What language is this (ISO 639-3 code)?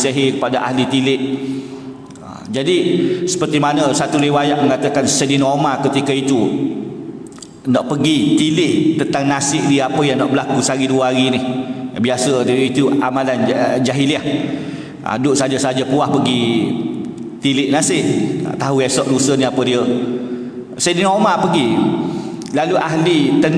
msa